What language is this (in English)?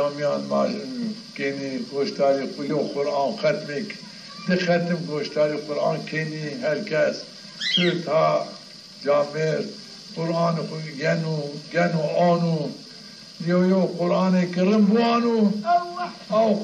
Zaza